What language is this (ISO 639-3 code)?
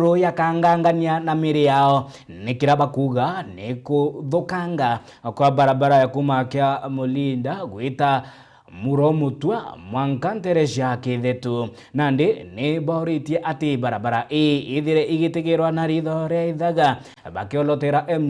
mer